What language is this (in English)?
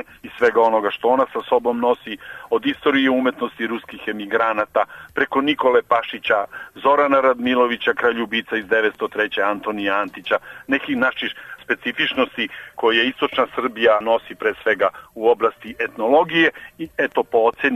Serbian